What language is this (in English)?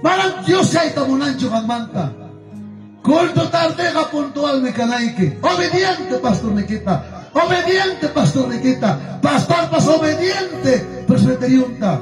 Ayacucho Quechua